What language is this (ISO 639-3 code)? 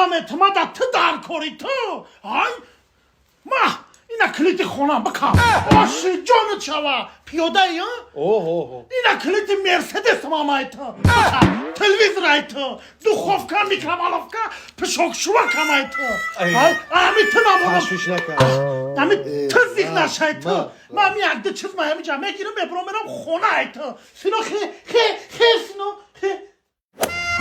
tgk